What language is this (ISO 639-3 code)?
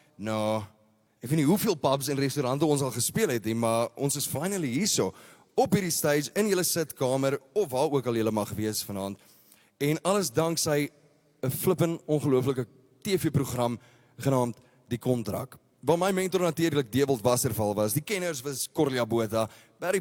afr